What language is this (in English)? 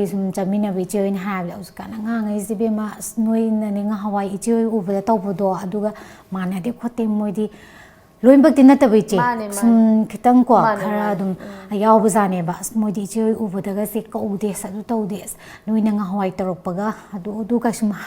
Manipuri